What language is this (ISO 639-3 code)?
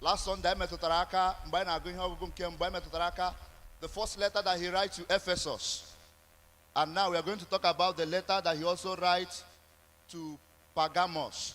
ibo